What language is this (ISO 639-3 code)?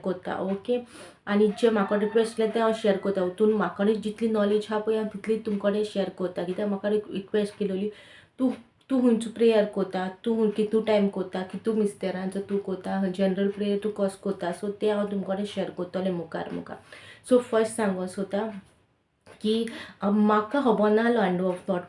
kok